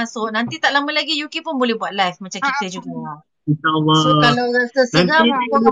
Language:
Malay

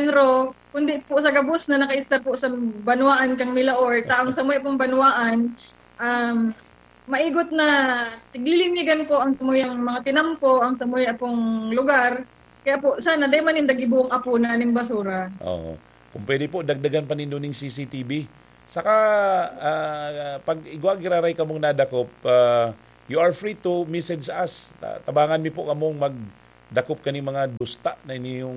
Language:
Bikol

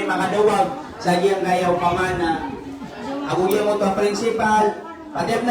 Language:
Maranao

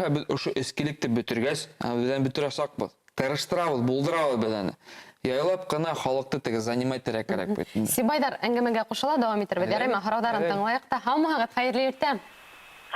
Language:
Bashkir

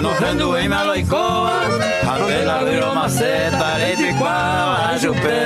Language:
Guarani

